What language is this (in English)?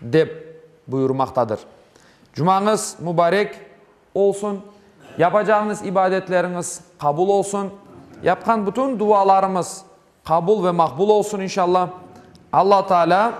Crimean Tatar